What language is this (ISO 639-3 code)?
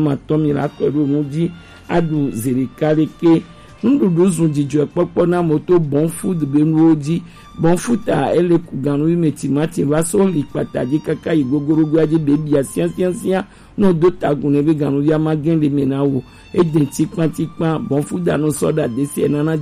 gej